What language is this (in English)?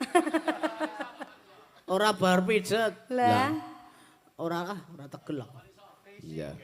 Javanese